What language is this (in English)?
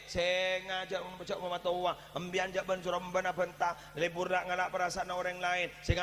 Madurese